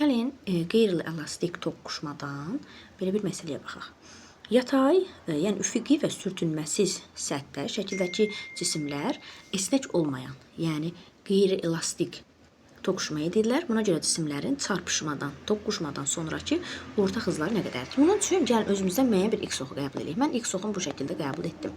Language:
Azerbaijani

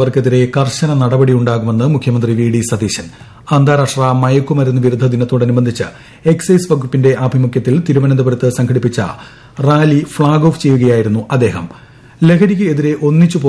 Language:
Malayalam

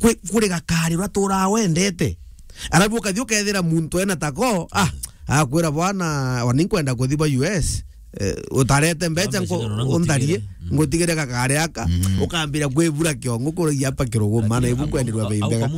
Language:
Meru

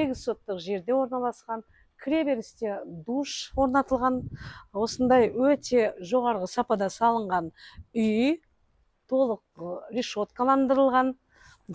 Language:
Kazakh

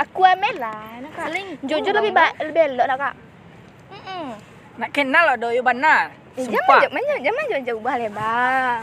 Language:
Minangkabau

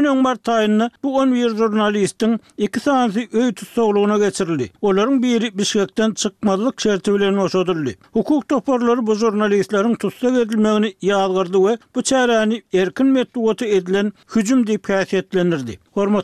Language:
Turkmen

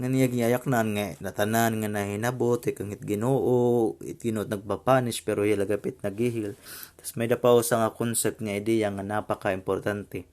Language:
Waray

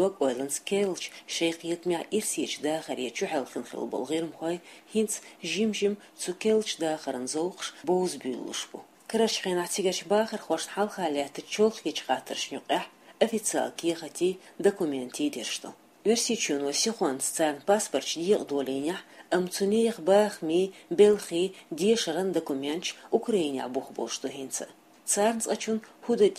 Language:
Chechen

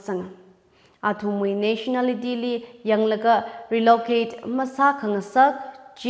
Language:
Tangkhul Naga (India)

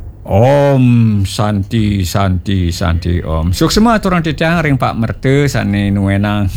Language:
Balinese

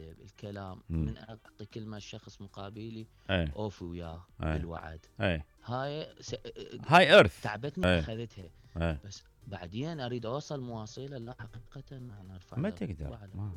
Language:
Mesopotamian Arabic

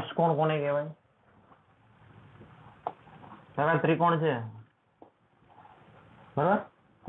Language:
Gujarati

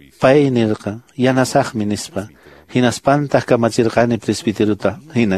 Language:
Quechua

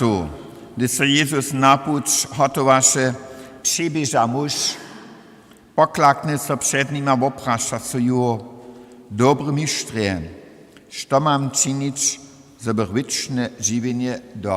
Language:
Upper Sorbian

